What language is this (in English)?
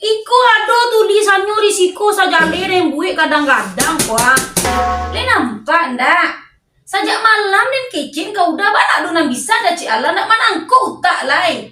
Minangkabau